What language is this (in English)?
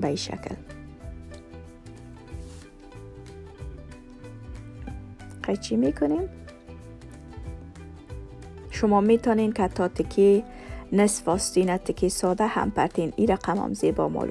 Persian